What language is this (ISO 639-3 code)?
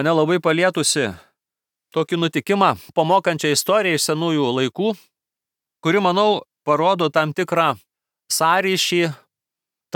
lit